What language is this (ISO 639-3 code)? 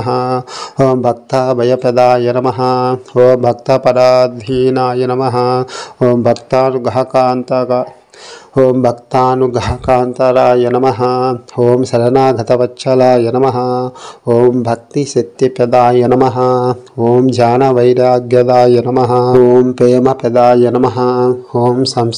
san